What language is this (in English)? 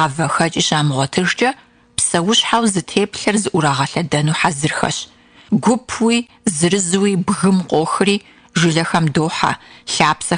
Kabardian